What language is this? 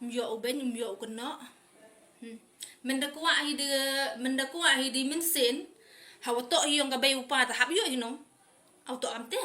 Khasi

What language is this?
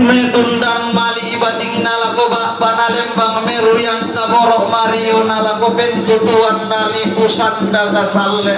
Toraja-Sa'dan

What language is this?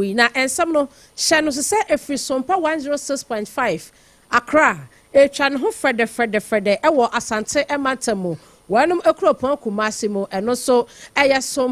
Akan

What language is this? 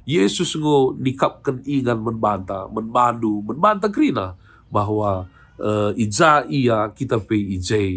Batak Karo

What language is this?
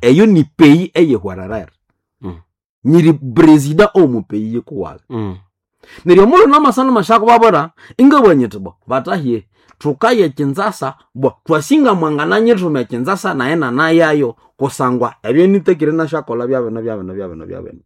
Nande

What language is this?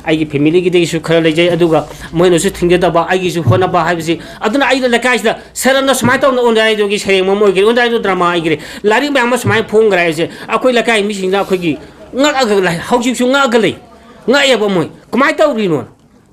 Manipuri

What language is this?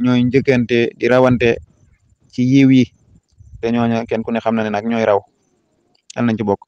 Wolof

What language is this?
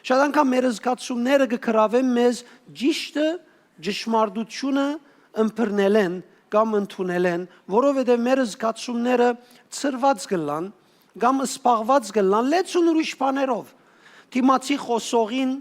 Western Armenian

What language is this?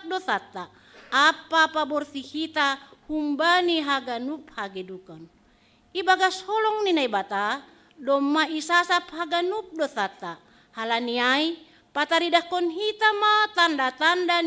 Batak Simalungun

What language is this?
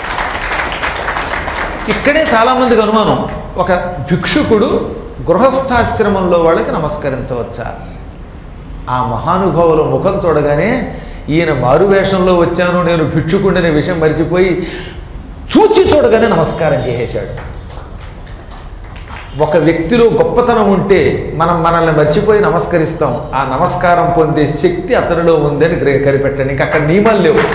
Telugu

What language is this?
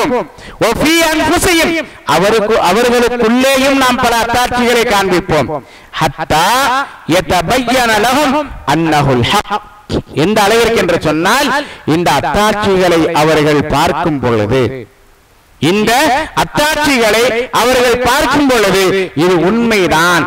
Tamil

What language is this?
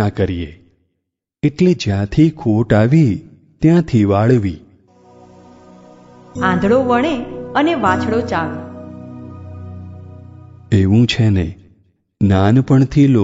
Gujarati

